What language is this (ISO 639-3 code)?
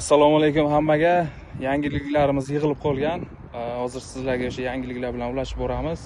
uzb